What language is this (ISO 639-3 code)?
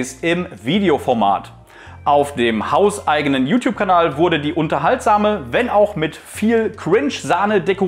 deu